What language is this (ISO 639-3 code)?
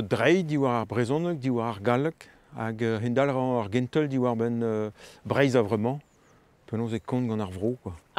bre